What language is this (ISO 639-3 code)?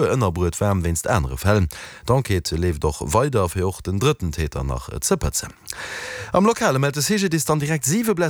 ltz